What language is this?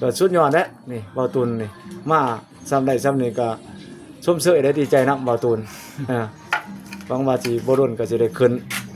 Lao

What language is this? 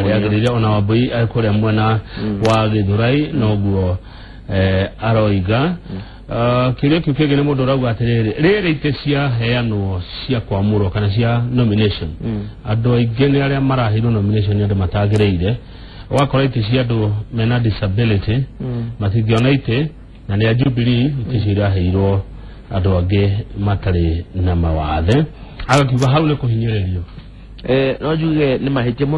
Kikuyu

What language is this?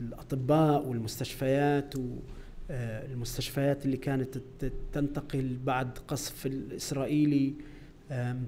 North Levantine Arabic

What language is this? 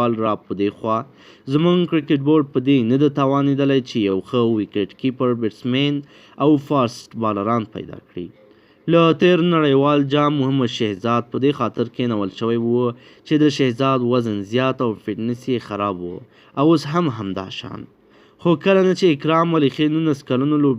Pashto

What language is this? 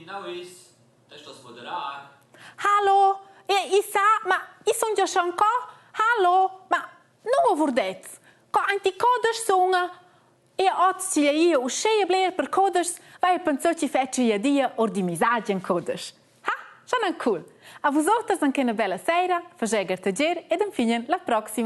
Romansh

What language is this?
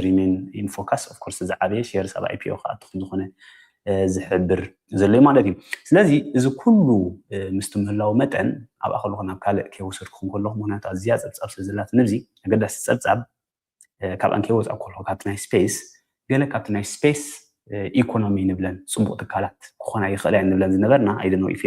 Tigrinya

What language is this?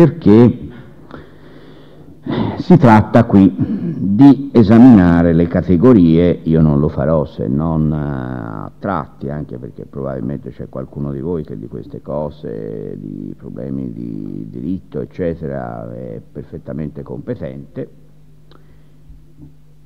Italian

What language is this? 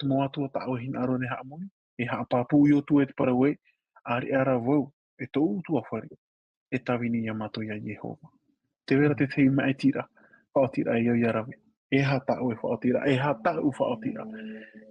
Tahitian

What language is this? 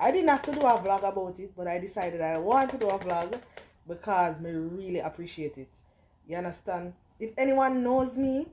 Jamaican Creole English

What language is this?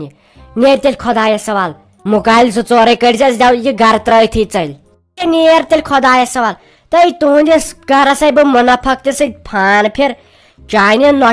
Kashmiri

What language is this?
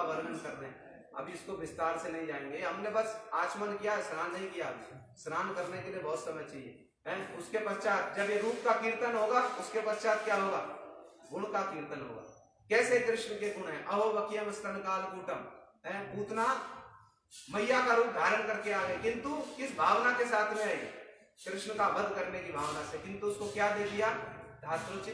Hindi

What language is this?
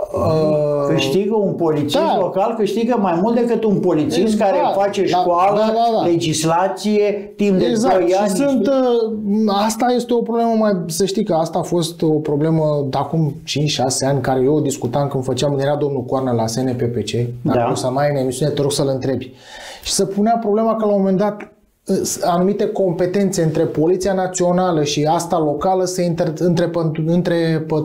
Romanian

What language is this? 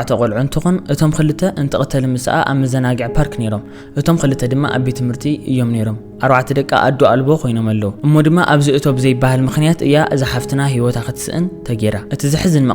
Tigrinya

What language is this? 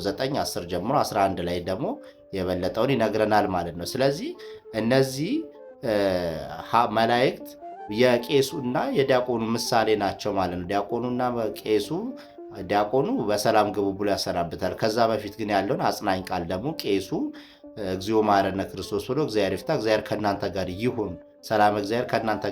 Amharic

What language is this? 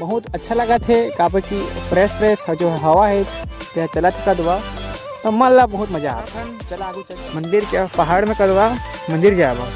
Chhattisgarhi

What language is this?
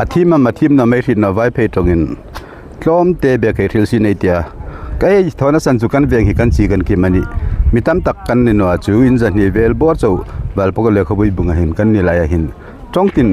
Hmar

